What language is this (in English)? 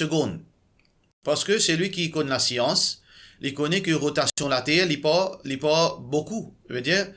Morisyen